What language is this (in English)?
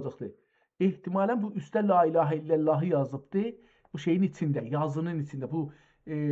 South Azerbaijani